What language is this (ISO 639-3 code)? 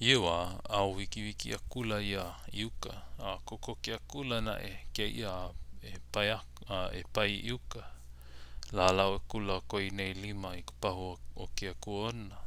haw